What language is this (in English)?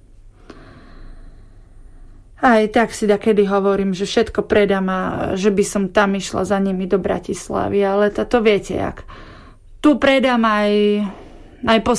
Slovak